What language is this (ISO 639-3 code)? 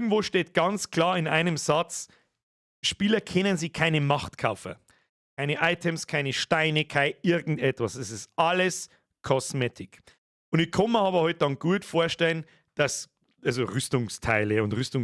bar